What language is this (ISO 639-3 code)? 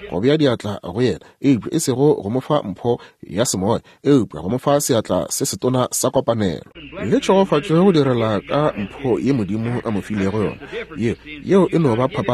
nso